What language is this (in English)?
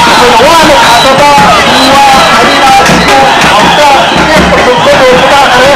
Manipuri